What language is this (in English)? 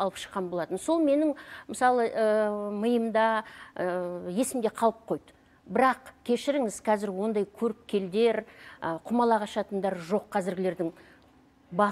Kazakh